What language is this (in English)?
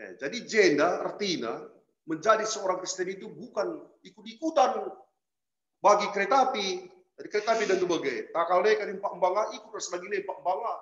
Batak Karo